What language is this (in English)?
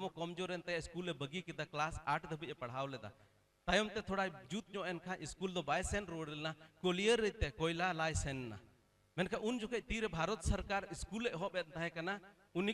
Santali